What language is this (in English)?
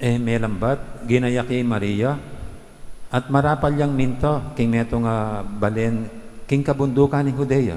Pampanga